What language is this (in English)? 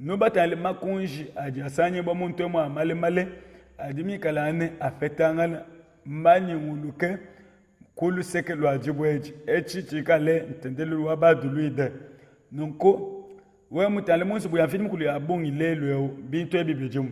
Luba-Lulua